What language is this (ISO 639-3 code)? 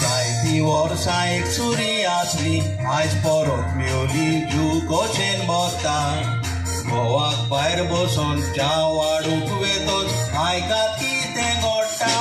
kok